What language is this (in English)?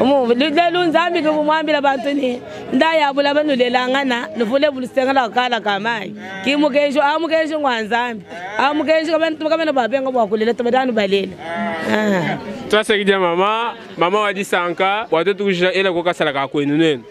Luba-Lulua